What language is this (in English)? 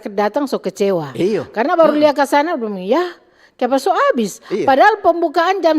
Manado Malay